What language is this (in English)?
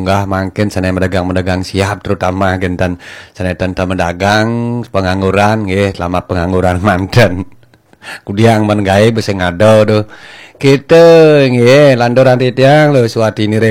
Balinese